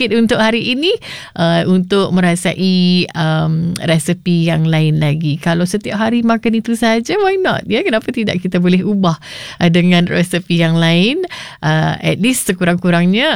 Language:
Malay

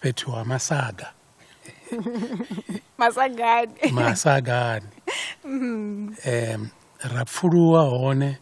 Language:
Venda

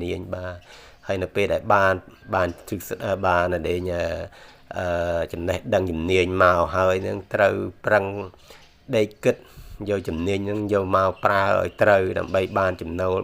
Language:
Khmer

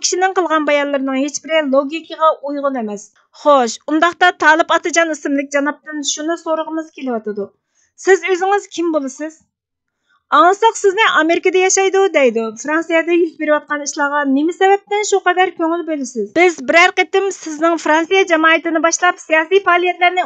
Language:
Uyghur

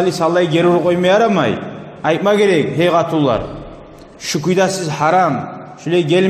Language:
Kumyk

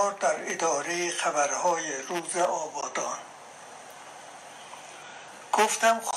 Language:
Persian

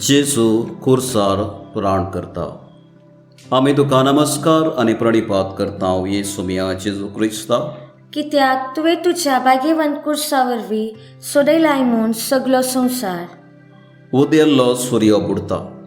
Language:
Konkani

